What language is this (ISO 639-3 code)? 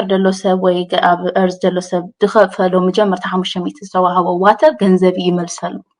tir